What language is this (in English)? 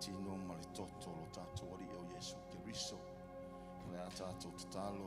Samoan